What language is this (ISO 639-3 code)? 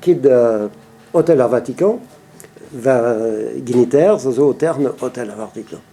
bre